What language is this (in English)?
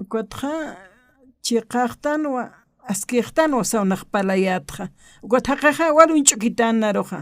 Aymara